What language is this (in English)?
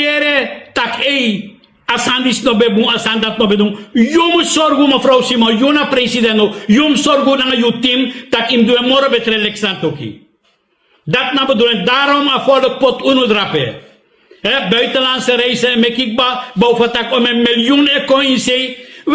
Sranan Tongo